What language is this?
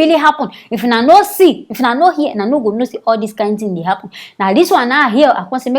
Nigerian Pidgin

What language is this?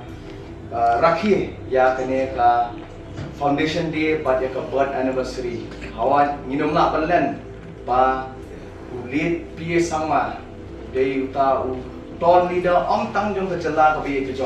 Khasi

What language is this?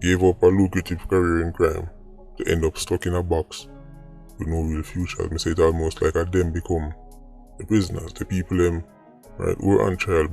Jamaican Creole English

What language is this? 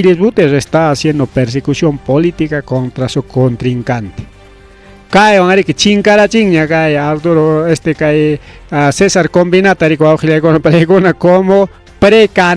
Ayacucho Quechua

